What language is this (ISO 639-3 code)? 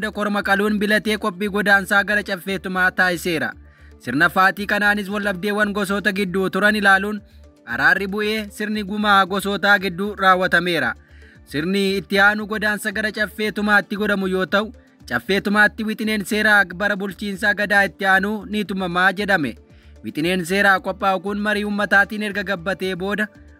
orm